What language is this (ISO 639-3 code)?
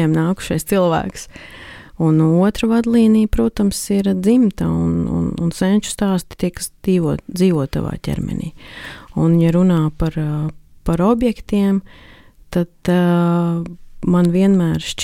lav